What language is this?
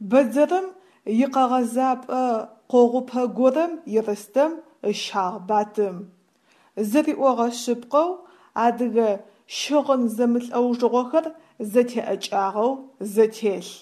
Adyghe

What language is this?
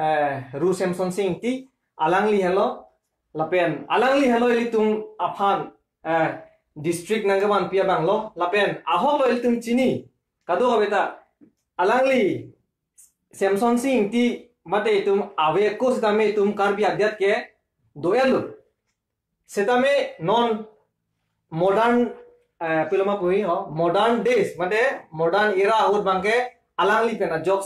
Karbi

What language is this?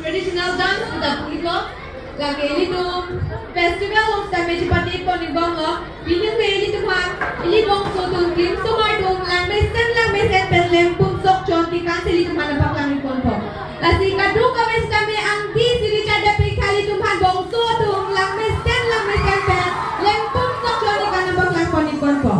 Karbi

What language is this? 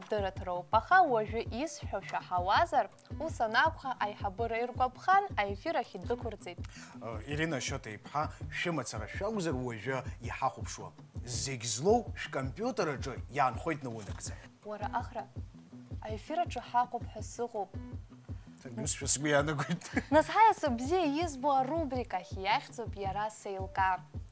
Abkhazian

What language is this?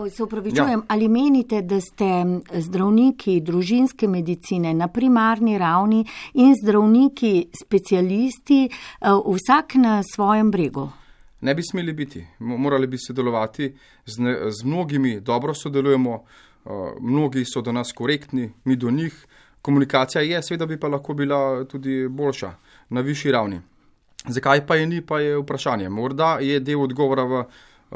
Slovenian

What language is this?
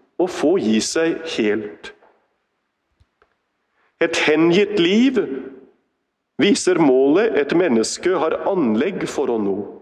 Norwegian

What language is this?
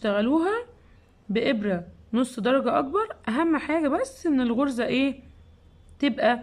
Egyptian Arabic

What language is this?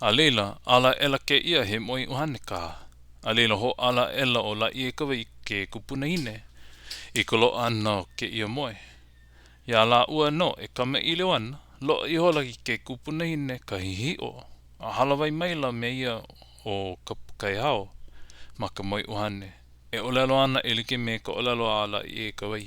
Hawaiian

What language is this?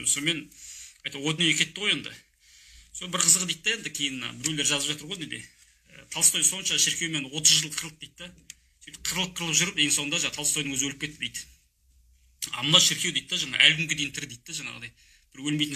Kazakh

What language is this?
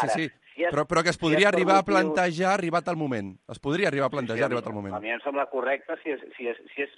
Catalan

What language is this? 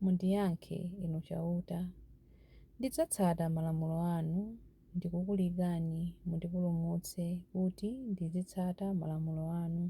Nyanja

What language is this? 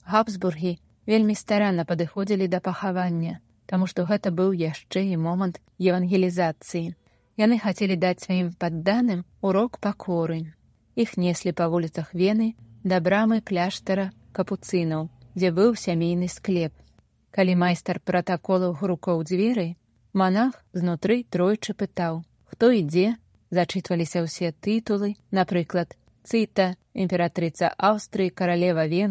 Belarusian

